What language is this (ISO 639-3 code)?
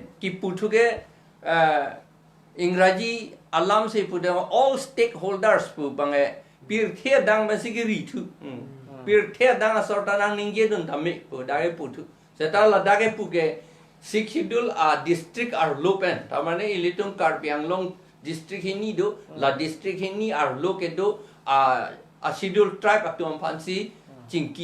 mjw